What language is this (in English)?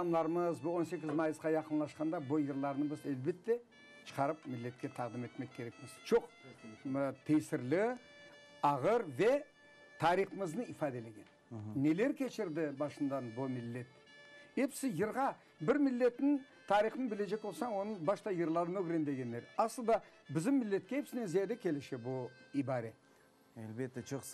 Crimean Tatar